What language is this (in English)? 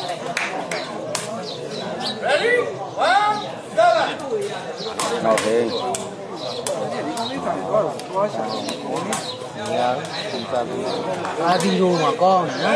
Burmese